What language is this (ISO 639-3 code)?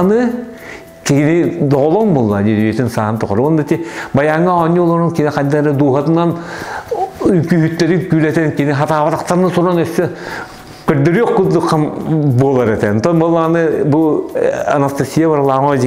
sah